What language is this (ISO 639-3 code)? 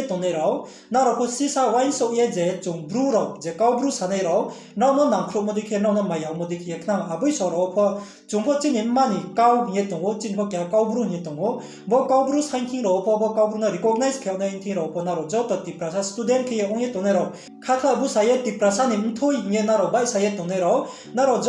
ria